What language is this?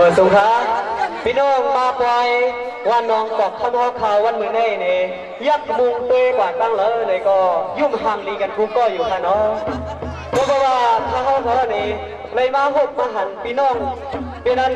Shan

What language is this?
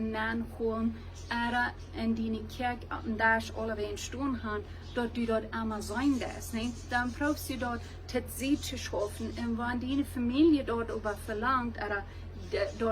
Plautdietsch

